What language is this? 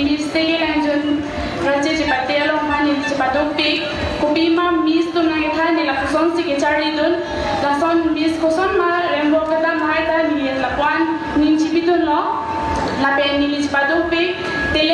Karbi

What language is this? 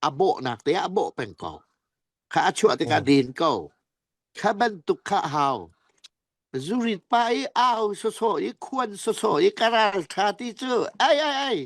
Falam Chin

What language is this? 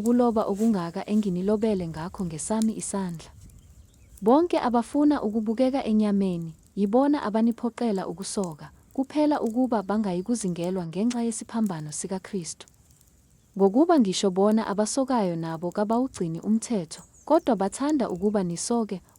Zulu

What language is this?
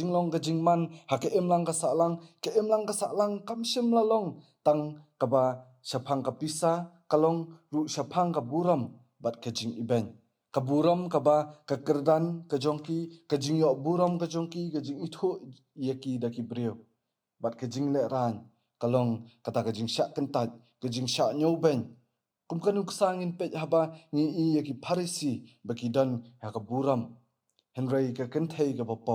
Khasi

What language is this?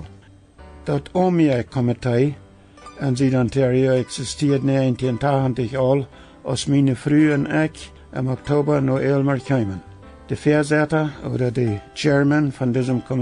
Plautdietsch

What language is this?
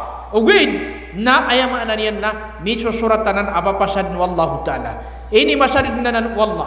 Maranao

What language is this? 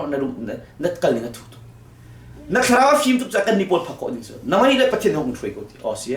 Hakha Chin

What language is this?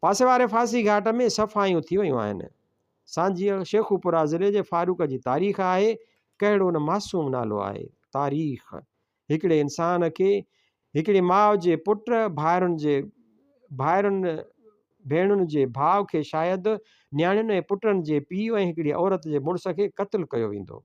Sindhi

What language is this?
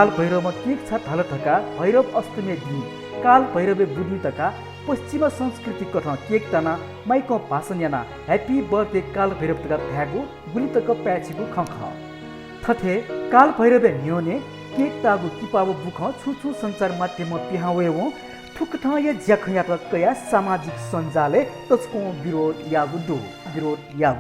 Newari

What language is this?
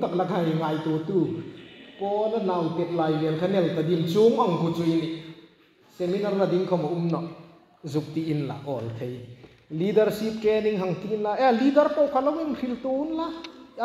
Hmar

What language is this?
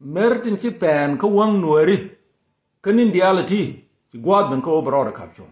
Nuer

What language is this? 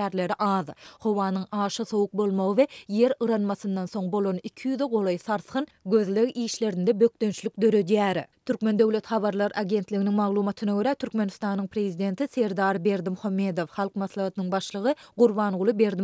Turkmen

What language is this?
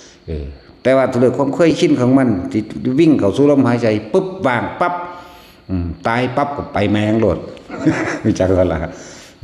Northeastern Thai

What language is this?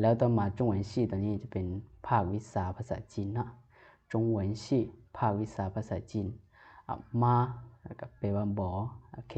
Lao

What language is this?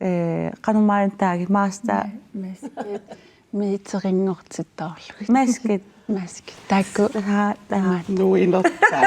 Kalaallisut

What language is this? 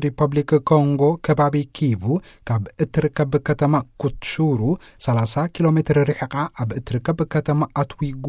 Tigrinya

